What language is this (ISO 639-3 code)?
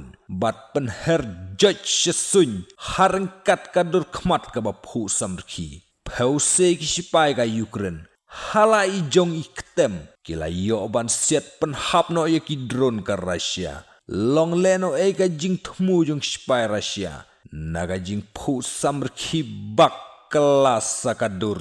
kha